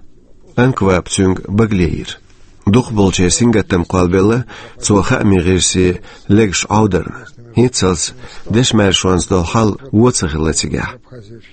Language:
Chechen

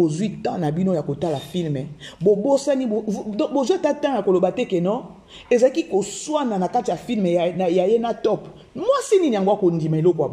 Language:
Lingala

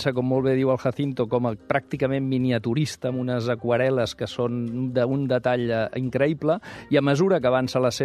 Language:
Catalan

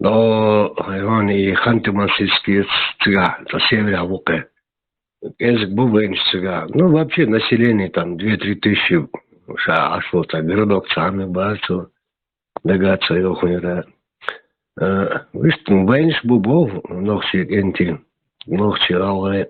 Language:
Chechen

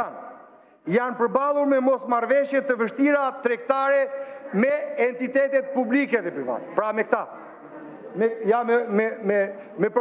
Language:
Albanian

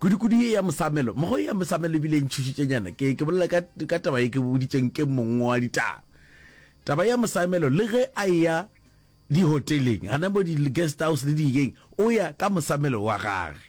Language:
Northern Sotho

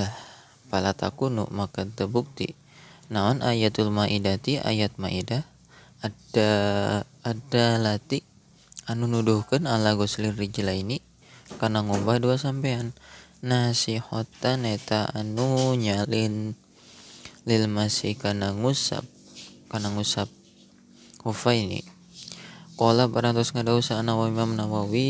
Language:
Sundanese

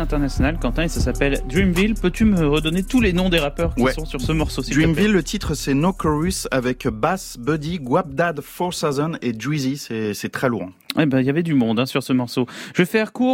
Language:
French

